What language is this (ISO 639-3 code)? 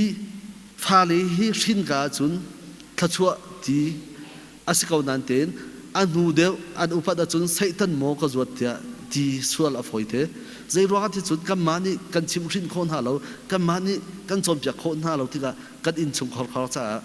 cnh